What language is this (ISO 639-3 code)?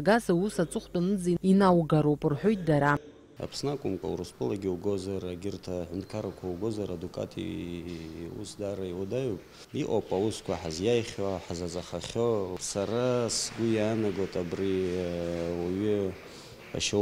abk